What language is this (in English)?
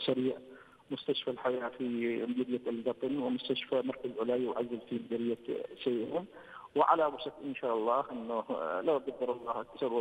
Arabic